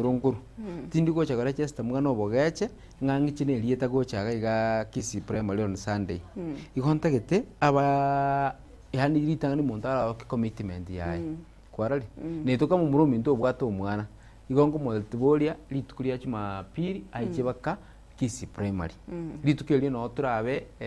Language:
Gusii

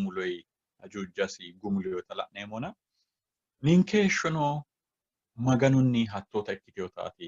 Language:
Sidamo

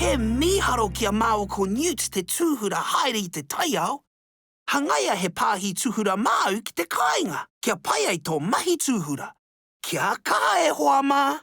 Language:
Māori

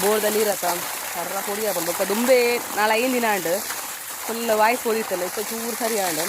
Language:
Tulu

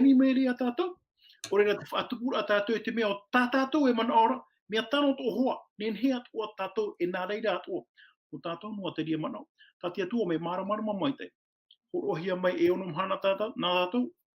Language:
Tahitian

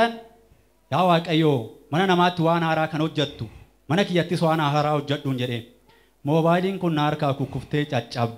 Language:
Oromo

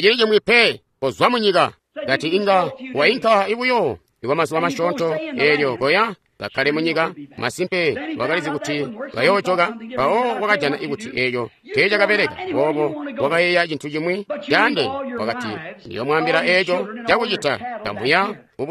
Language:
Tonga (Zambia)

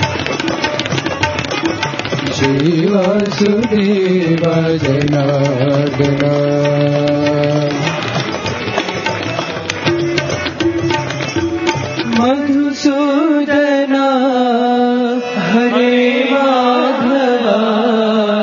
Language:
Telugu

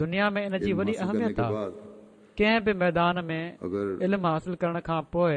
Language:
Sindhi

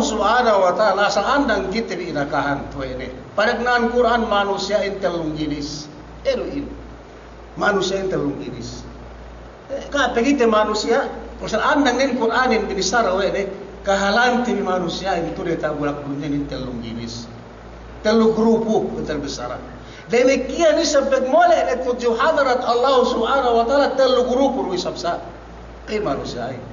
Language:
Yakan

